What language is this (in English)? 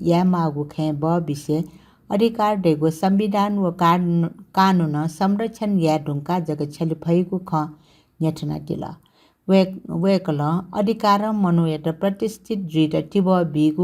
Newari